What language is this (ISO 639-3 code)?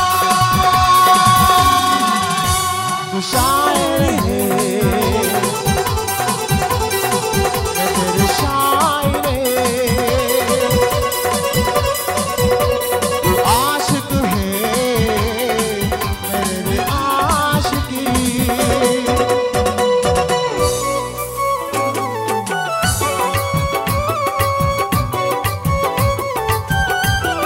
hin